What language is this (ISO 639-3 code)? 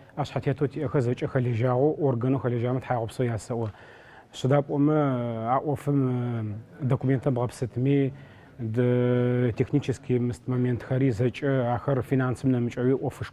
ady